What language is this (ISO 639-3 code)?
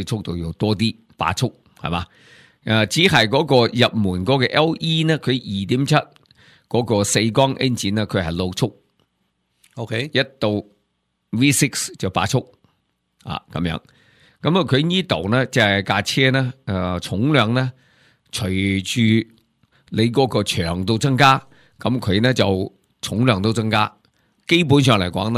yue